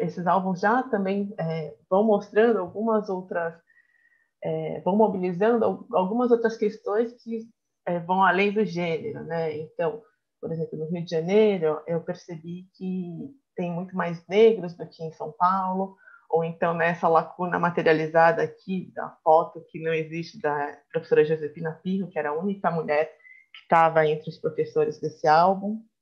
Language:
Portuguese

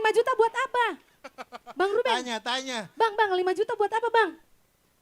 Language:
Manado Malay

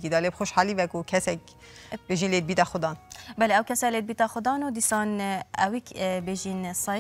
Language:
Kurdish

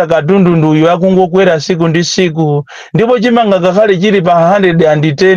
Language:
Nyanja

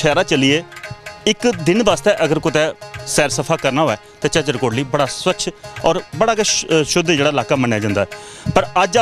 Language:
Dogri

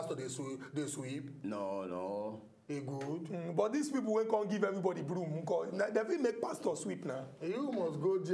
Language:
Nigerian Pidgin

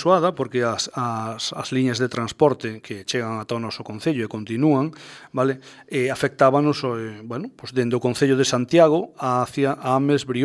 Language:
Galician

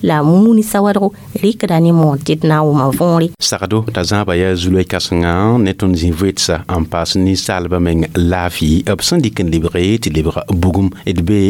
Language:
Mossi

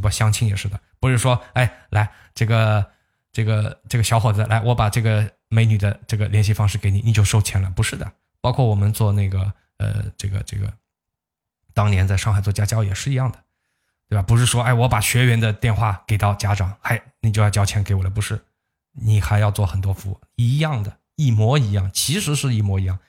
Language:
Chinese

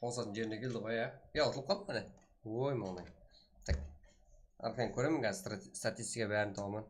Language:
Kara-Kalpak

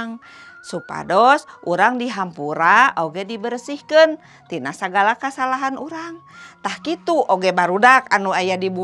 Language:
Sundanese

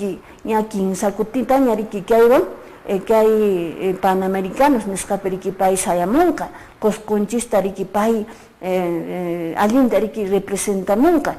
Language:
Quechua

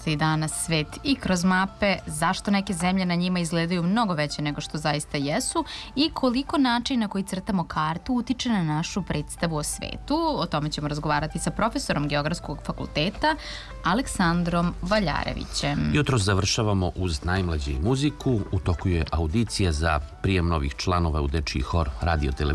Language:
Serbian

